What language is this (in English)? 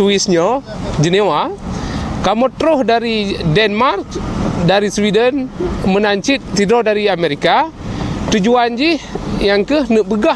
Achinese